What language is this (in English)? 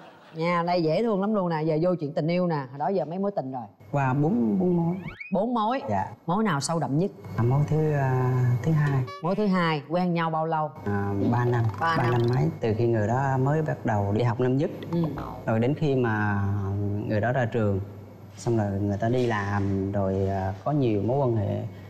Vietnamese